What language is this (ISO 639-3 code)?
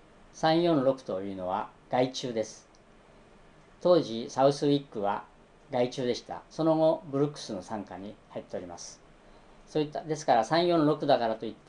jpn